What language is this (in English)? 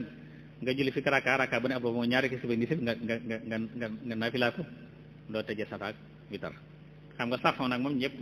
Wolof